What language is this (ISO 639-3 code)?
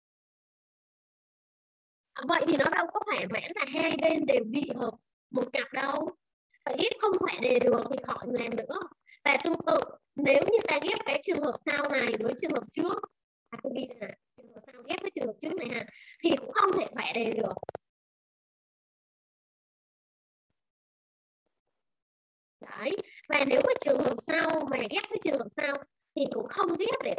vie